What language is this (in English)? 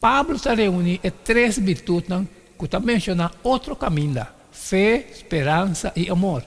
Papiamento